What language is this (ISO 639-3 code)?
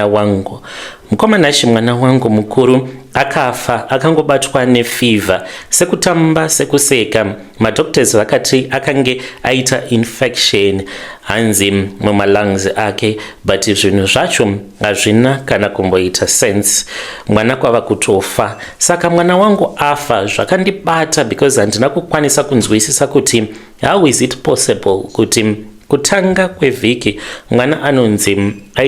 sna